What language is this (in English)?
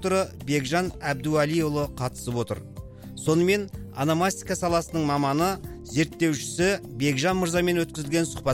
Kazakh